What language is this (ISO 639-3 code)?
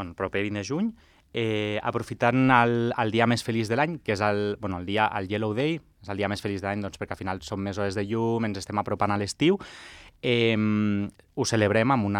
cat